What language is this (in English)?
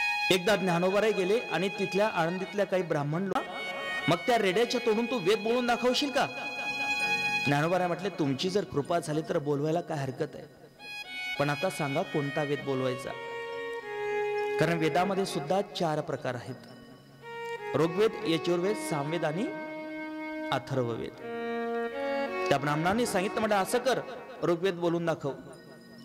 Marathi